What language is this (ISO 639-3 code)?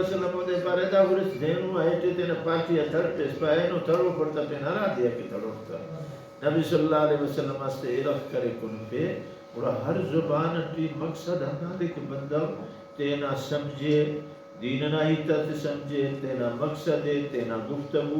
brh